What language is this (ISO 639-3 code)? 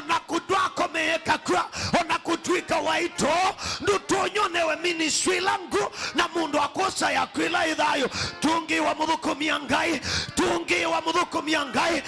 kam